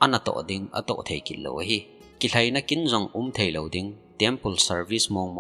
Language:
Thado Chin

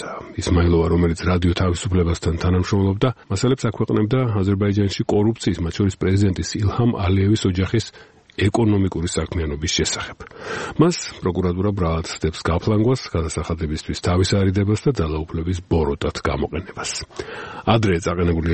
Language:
Georgian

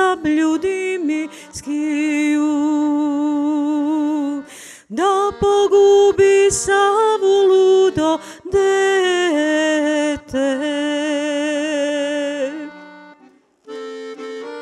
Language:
Serbian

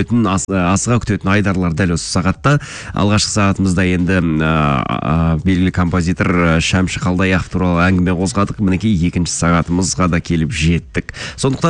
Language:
Kazakh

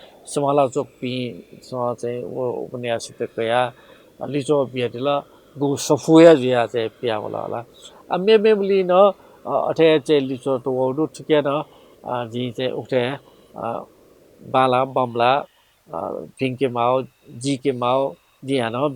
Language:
Newari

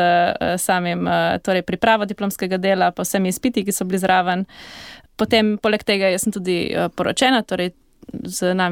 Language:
Slovenian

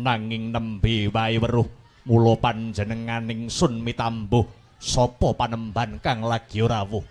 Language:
Javanese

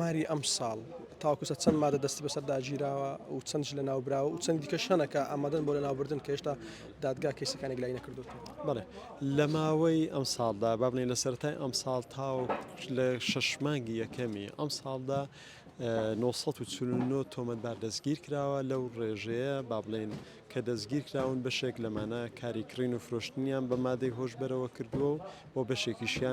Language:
Central Kurdish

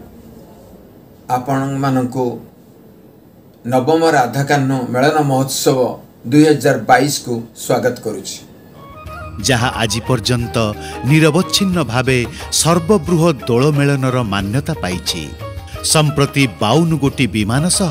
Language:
Odia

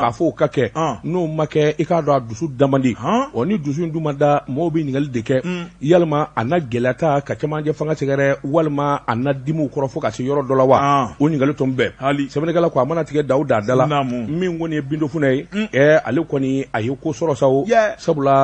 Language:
Bambara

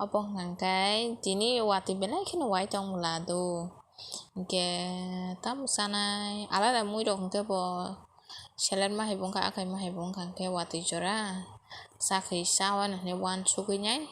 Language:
Kok Borok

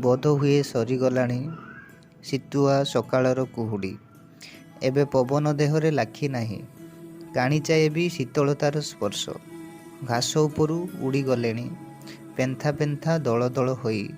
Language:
Odia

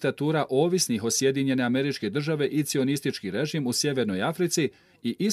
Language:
Bosnian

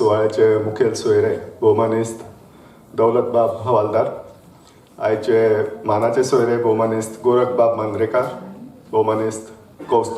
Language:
Konkani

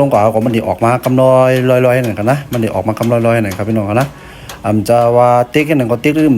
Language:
Shan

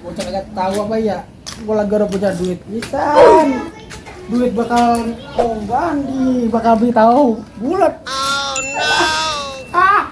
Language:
Betawi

